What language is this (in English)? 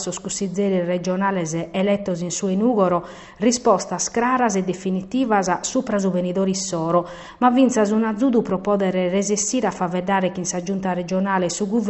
Sardinian